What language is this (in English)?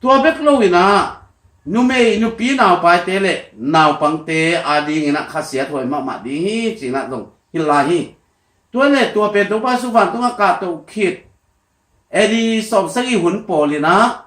Tedim Chin